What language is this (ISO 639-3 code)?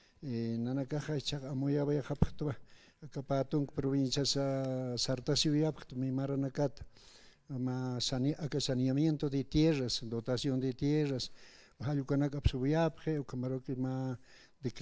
aym